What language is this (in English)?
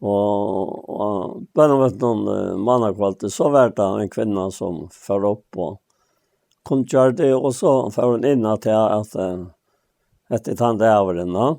Faroese